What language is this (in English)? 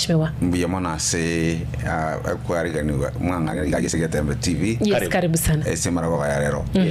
Gusii